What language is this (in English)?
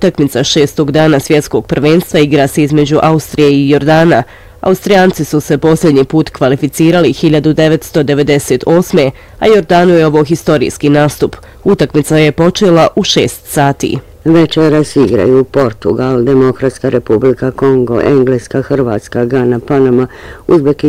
Bosnian